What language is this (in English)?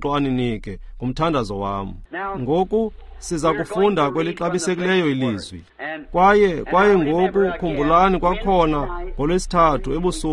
Xhosa